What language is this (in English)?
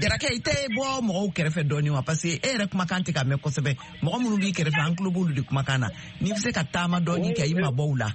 Bambara